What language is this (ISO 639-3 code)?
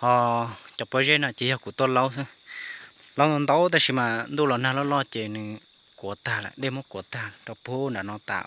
hmn